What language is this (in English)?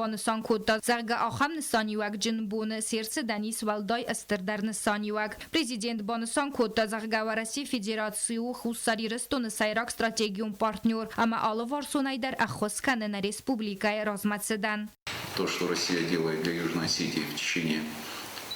Ossetic